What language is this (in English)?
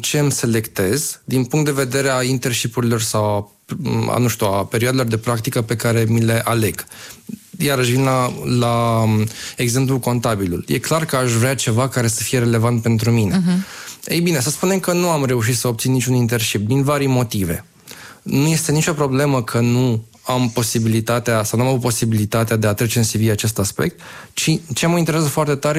Romanian